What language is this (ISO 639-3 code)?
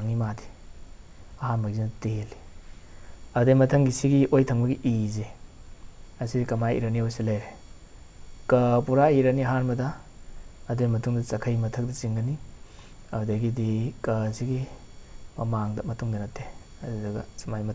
mni